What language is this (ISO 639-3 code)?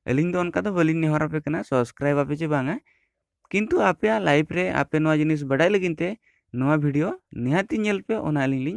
sat